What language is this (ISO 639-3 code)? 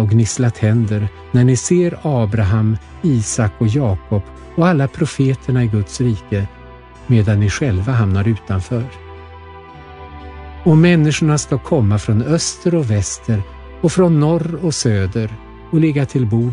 swe